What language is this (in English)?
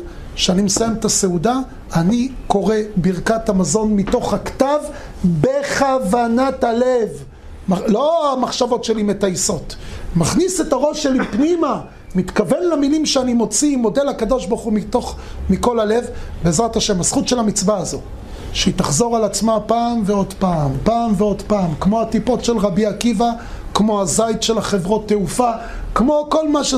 Hebrew